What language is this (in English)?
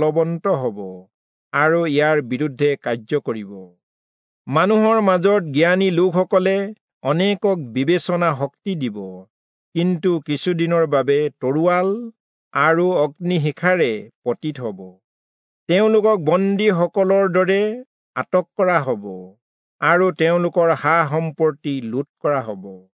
Assamese